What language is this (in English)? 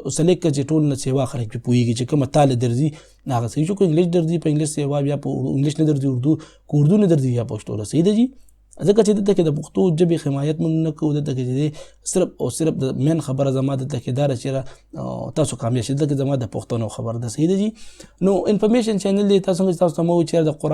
Pashto